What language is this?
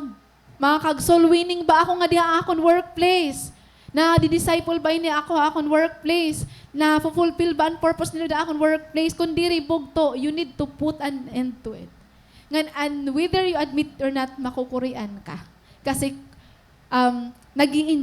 Waray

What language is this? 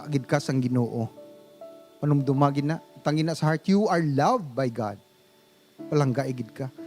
Hiligaynon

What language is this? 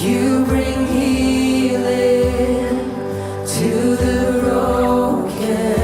Swiss German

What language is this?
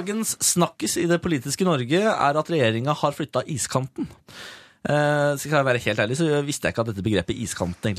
Norwegian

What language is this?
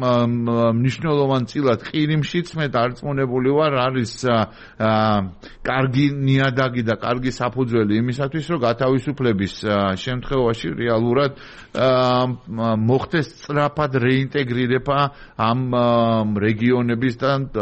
Georgian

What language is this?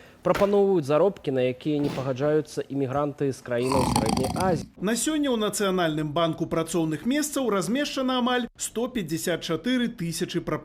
Belarusian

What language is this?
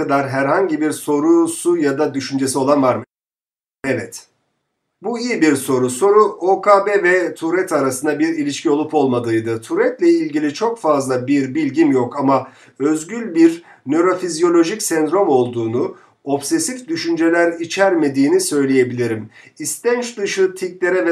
Turkish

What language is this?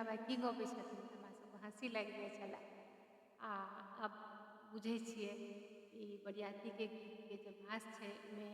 Maithili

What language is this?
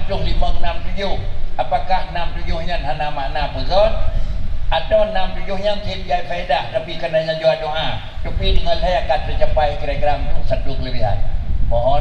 Achinese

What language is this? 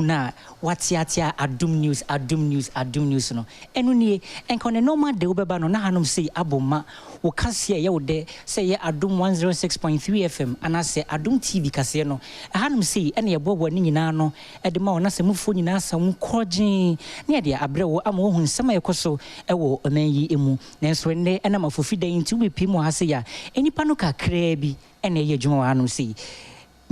Akan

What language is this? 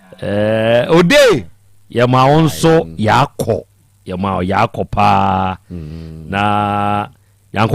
Akan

